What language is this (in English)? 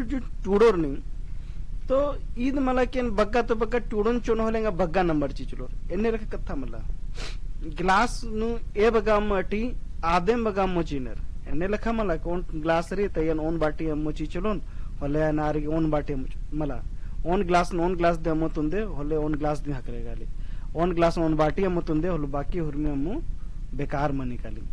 Kurukh